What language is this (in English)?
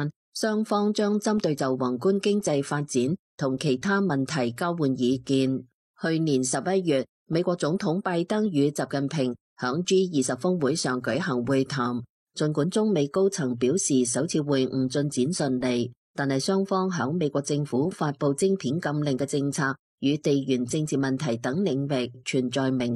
Cantonese